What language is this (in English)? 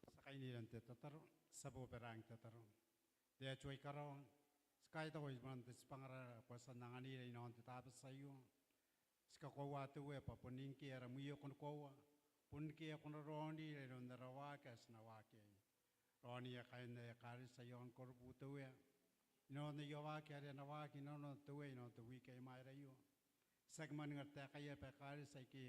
Gilbertese